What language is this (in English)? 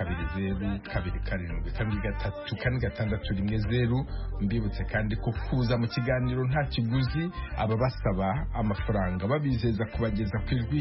Kinyarwanda